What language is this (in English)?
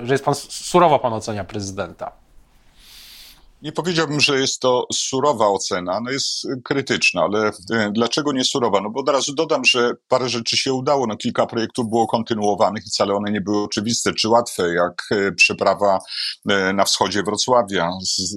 Polish